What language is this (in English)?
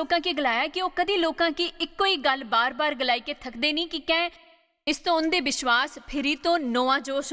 Dogri